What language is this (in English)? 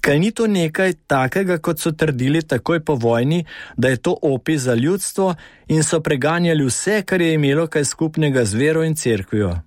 Slovenian